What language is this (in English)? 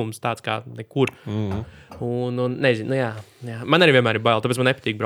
Latvian